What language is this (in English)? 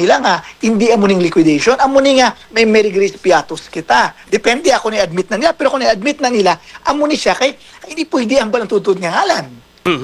Hiligaynon